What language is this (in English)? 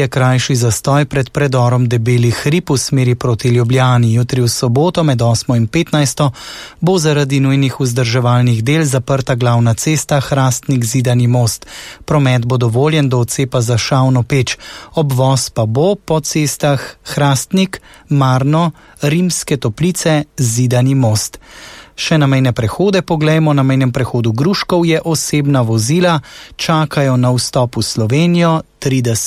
Slovenian